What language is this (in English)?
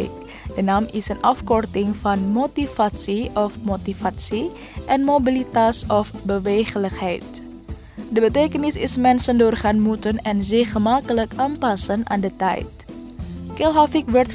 Dutch